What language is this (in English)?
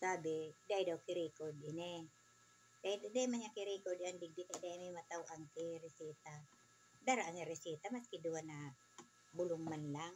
Bikol